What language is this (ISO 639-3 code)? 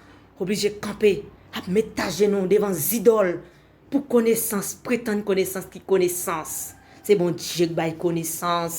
hat